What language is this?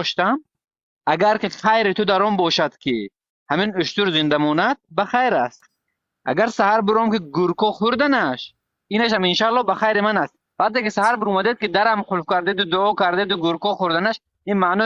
Tajik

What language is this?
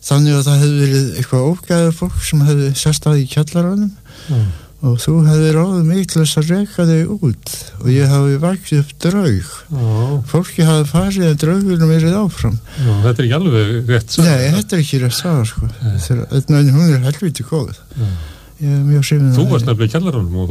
Icelandic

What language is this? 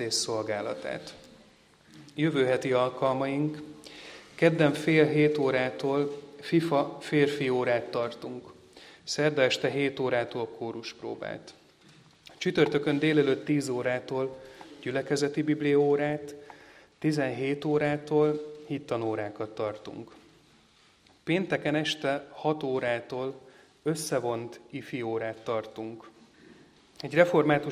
Hungarian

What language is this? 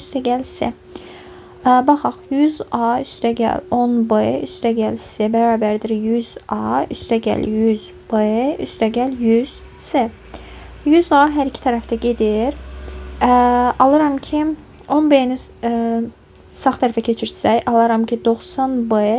Azerbaijani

